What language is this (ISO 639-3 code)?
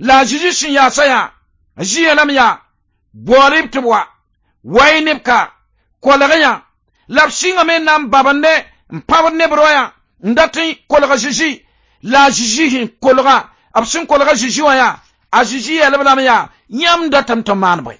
mos